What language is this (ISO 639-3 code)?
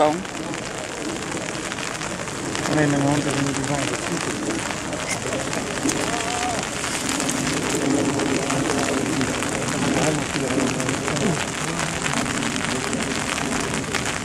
nld